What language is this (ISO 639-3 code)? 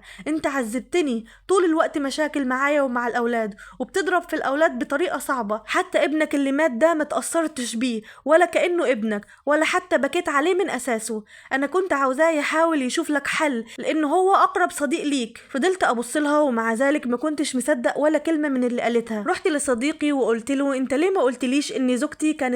arz